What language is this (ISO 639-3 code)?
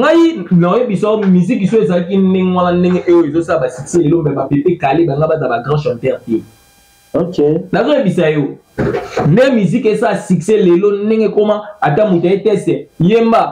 lin